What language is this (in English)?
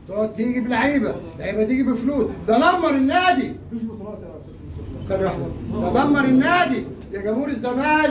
Egyptian Arabic